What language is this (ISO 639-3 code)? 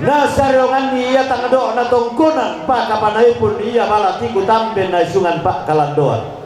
sda